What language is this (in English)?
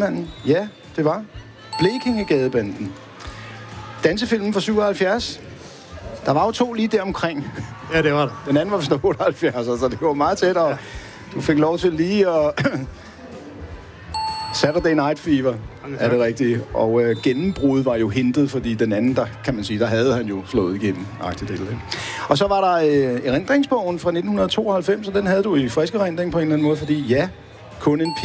Danish